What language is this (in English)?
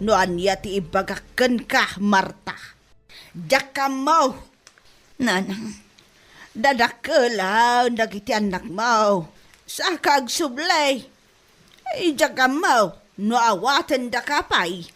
Iloko